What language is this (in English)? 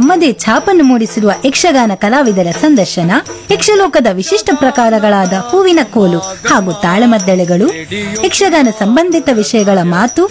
Kannada